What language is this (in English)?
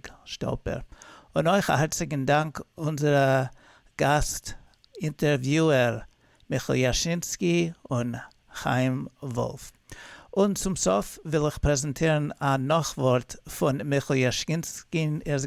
Yiddish